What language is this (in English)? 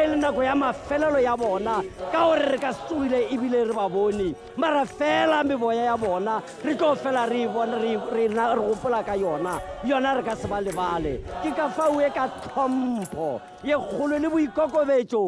Tswana